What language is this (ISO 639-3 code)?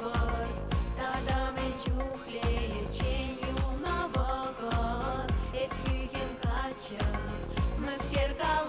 chv